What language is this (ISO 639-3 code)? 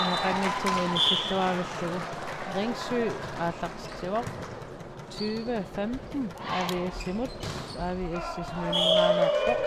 kal